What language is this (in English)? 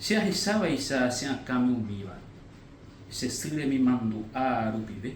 Guarani